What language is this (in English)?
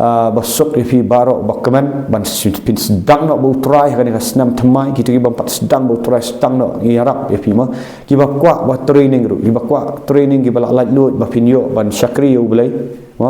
Khasi